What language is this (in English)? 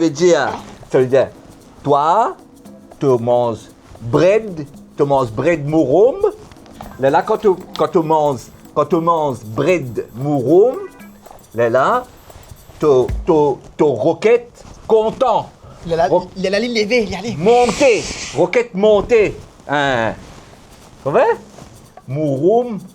Morisyen